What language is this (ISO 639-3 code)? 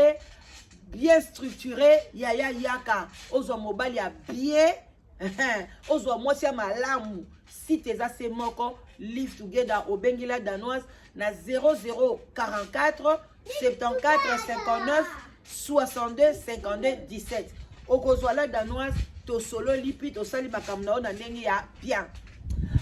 lin